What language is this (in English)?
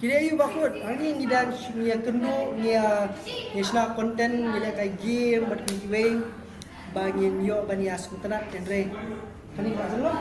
Khasi